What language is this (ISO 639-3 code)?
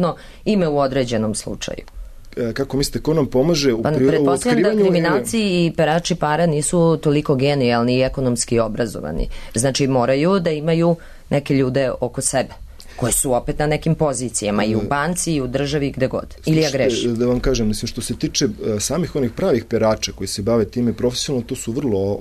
srp